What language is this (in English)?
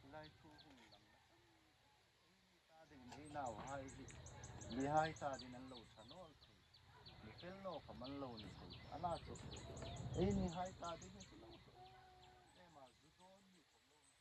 Hmar